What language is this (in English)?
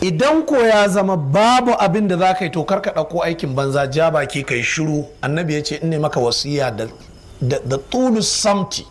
Hausa